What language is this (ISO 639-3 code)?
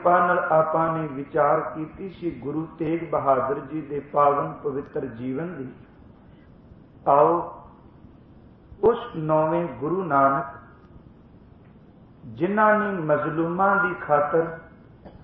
pan